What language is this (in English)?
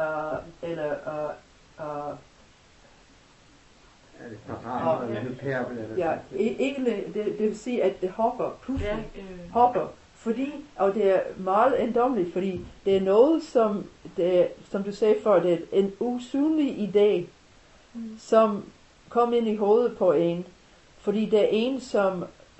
Danish